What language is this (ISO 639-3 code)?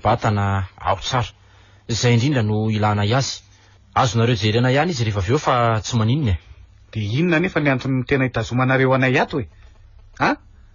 mlg